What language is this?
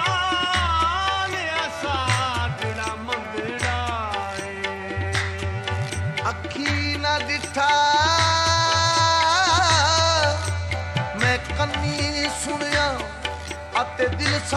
Punjabi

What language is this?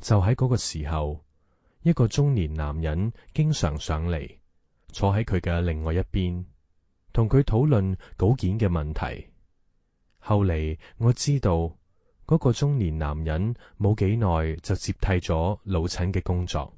Cantonese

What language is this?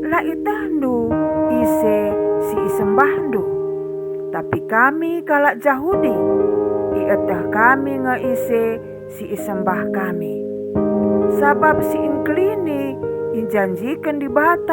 Batak Karo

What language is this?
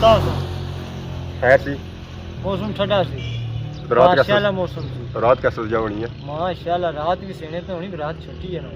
Pahari-Potwari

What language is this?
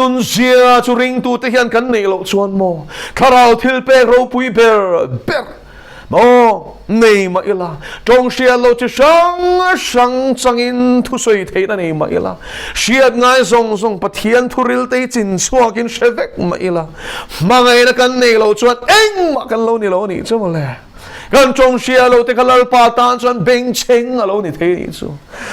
Mizo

